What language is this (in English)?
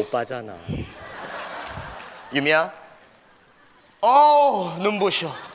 Korean